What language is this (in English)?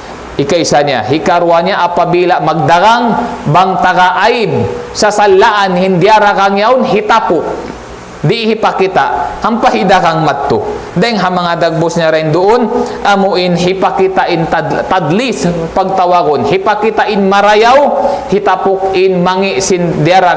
Tausug